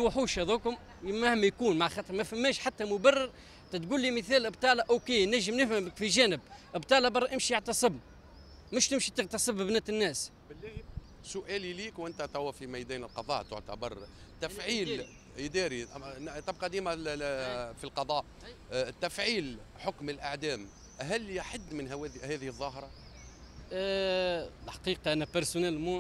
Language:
Tunisian Arabic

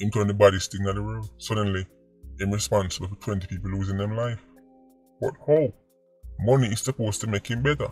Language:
Jamaican Creole English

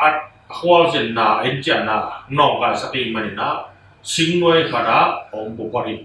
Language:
Tedim Chin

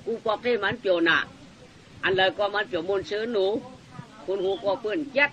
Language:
Shan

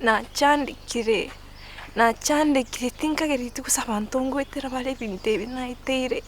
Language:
Gusii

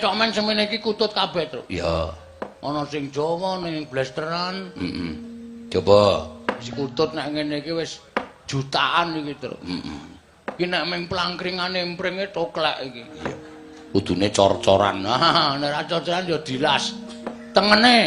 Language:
Javanese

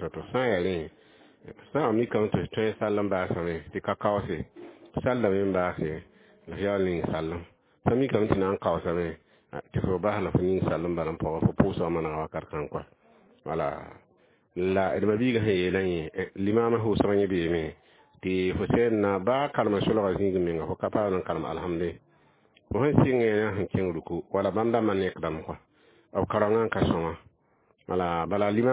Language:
Mossi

